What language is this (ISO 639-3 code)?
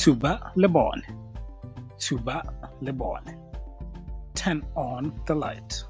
tsn